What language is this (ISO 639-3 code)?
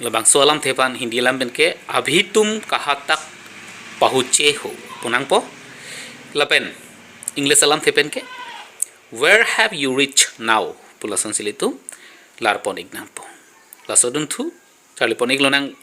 mjw